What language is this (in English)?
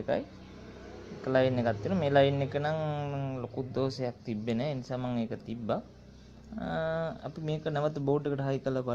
Sinhala